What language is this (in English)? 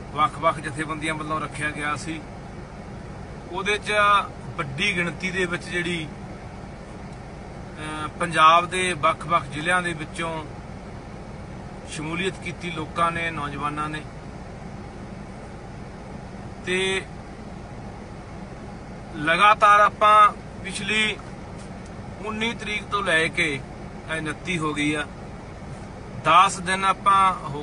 Punjabi